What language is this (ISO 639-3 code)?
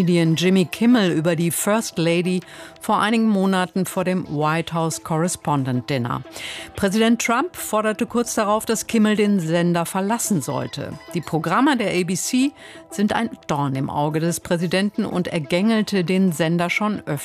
deu